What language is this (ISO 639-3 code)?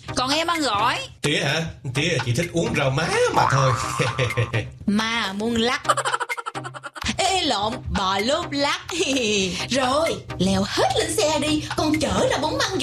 vie